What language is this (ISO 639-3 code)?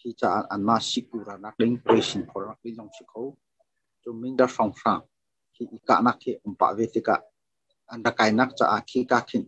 cnh